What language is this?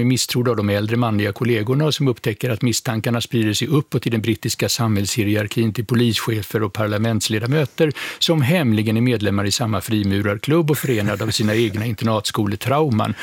Swedish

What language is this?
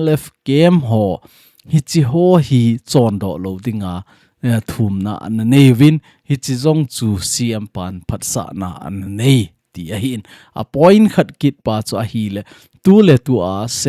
Thado Chin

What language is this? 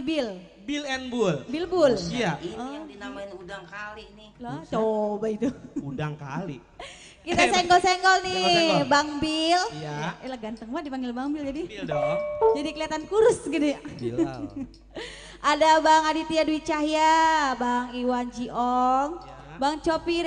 Betawi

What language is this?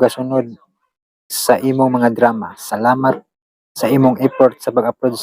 Cebuano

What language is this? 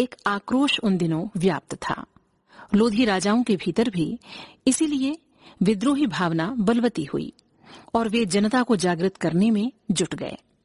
Hindi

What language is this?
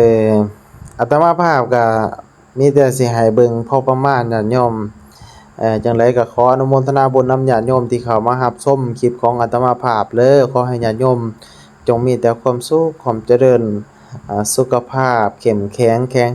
Lao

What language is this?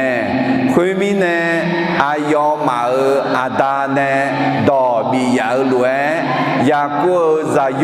Akha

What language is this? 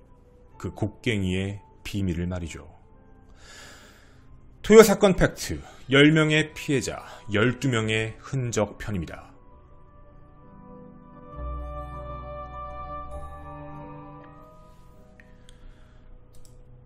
Korean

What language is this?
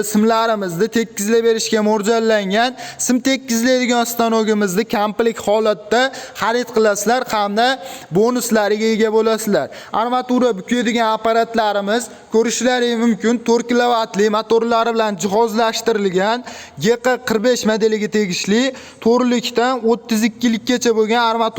Uzbek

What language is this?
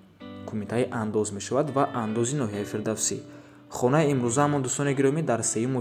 Tajik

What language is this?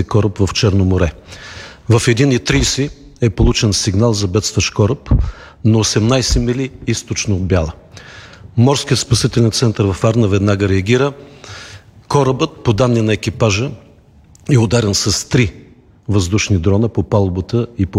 Bulgarian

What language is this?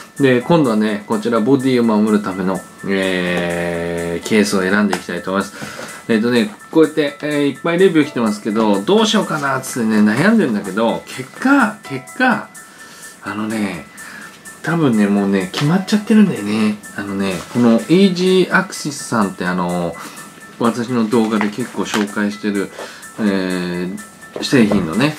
Japanese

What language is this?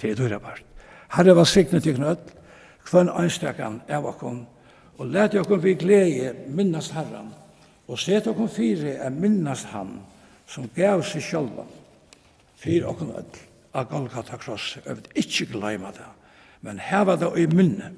Faroese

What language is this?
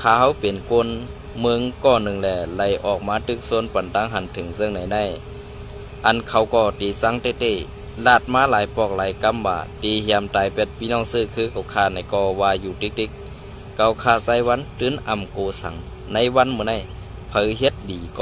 Shan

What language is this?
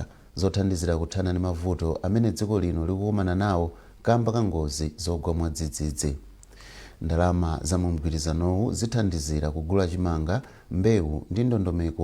Nyanja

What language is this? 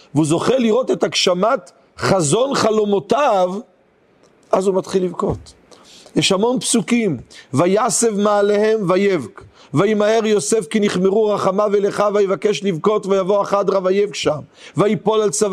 Hebrew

